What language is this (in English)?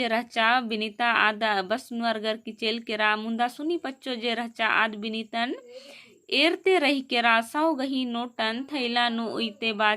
Kurukh